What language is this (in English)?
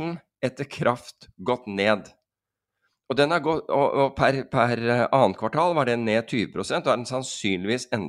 Norwegian